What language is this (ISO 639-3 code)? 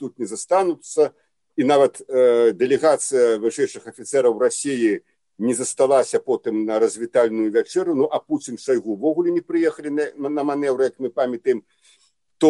bel